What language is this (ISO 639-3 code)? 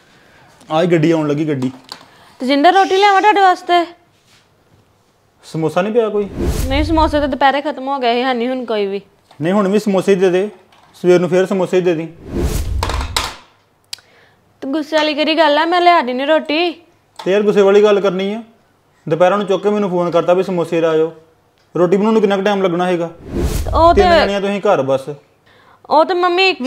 pan